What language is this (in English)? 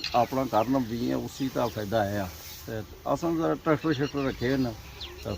Pahari-Potwari